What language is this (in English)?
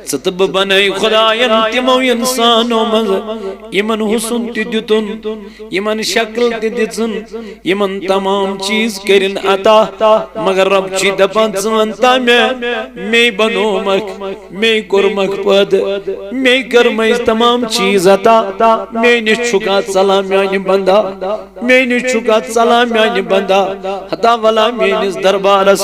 Kashmiri